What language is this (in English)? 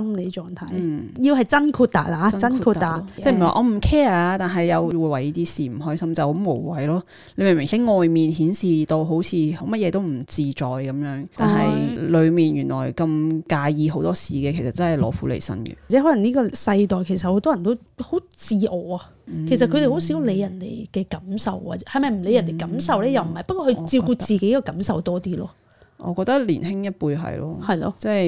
Cantonese